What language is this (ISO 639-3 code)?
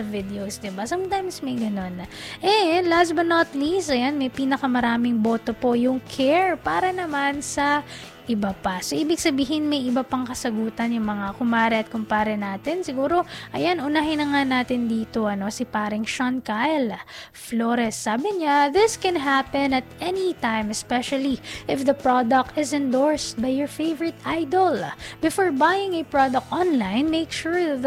fil